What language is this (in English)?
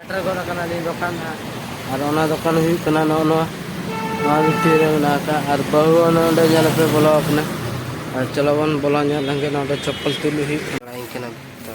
Santali